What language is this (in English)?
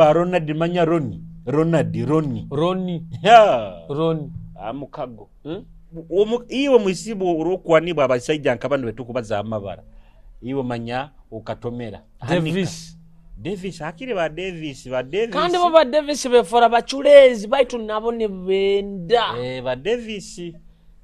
Nyoro